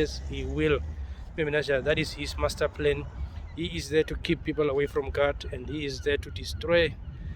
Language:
Herero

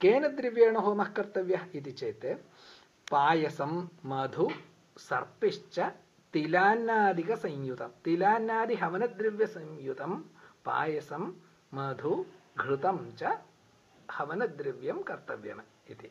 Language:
Sanskrit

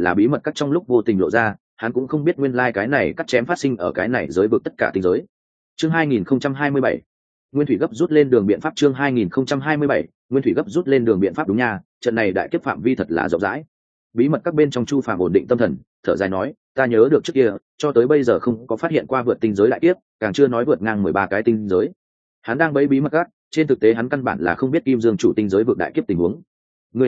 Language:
Vietnamese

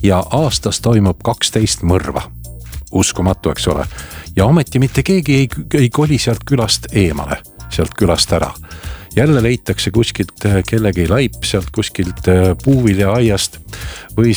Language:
Estonian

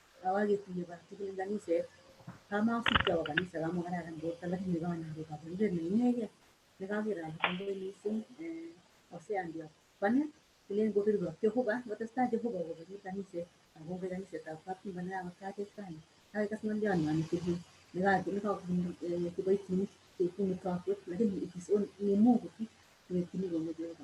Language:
Kalenjin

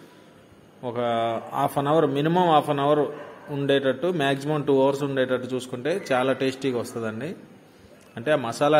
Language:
Telugu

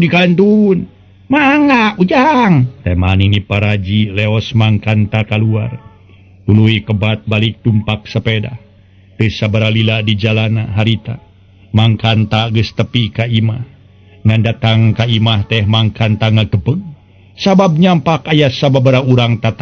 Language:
Sundanese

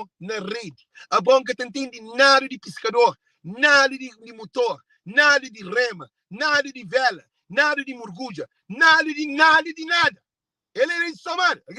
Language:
Kabuverdianu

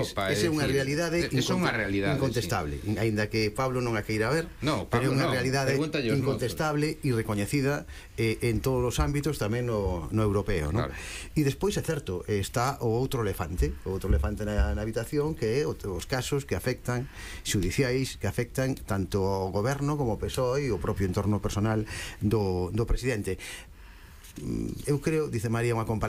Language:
Galician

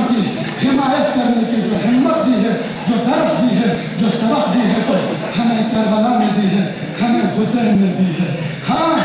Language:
Urdu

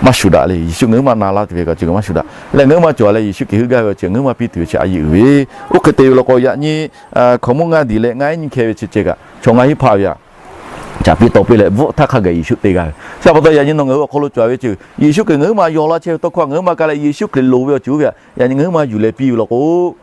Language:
Lahu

